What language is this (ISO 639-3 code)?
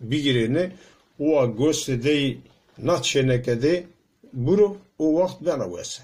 zza